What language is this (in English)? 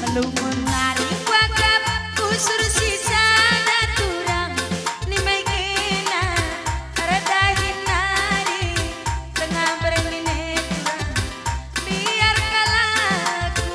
Batak Karo